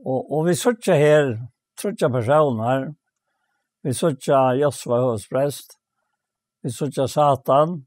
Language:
Faroese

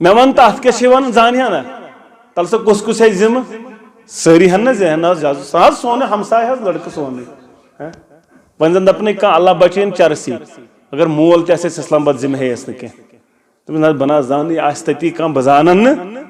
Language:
Kashmiri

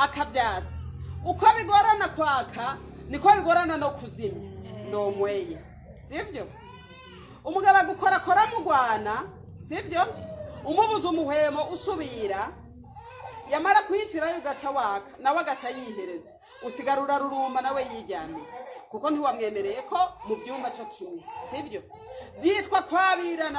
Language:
Rundi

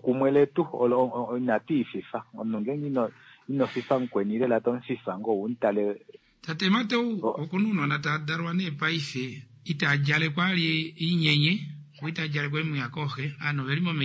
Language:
Kuanyama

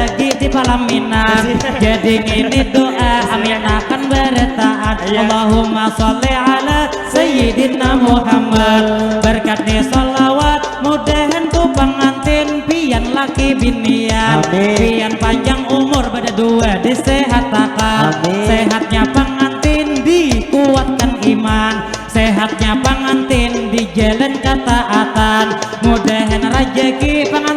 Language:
Banjar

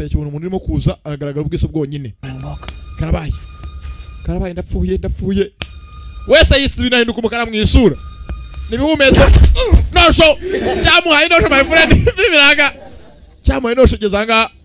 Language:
Kinyarwanda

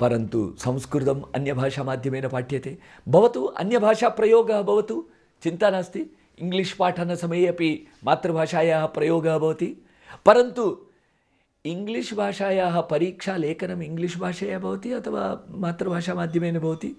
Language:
Sanskrit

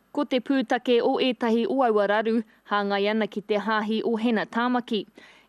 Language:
Māori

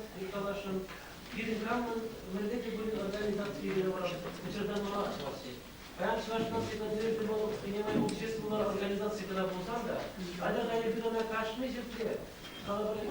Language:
Chuvash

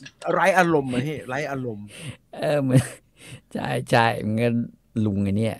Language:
Thai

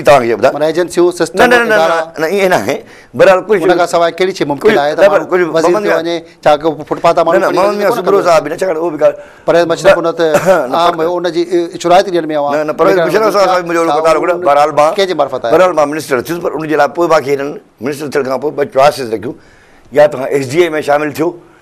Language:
Sindhi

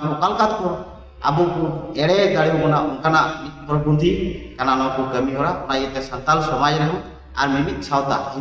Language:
Santali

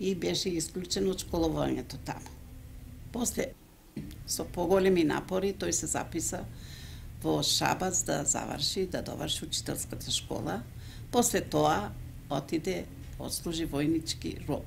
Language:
Macedonian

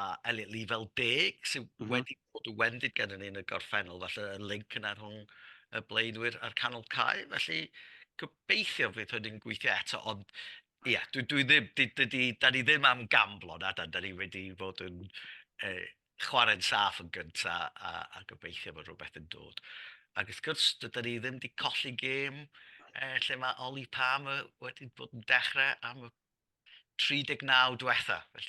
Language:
Welsh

